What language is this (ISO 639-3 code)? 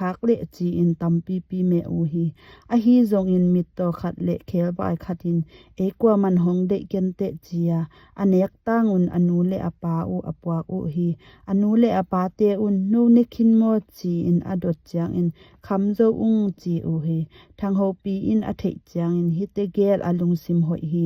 ctd